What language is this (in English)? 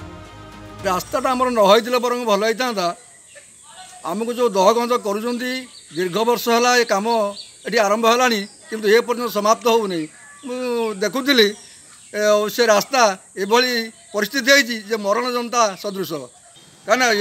Odia